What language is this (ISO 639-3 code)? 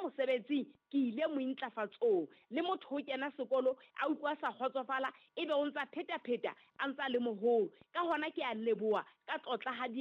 sot